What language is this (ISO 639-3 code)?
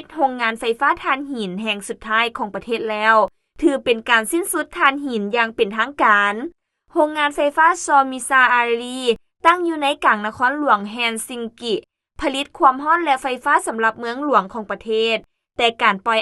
lao